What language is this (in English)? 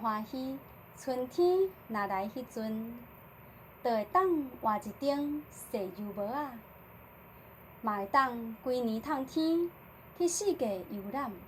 Min Nan Chinese